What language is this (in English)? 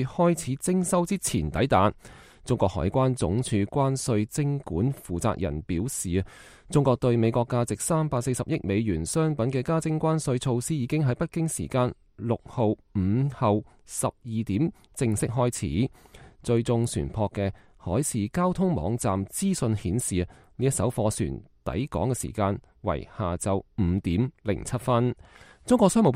Cantonese